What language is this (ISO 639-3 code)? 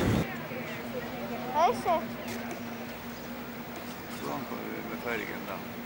nor